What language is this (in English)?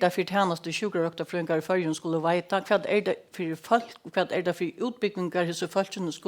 Faroese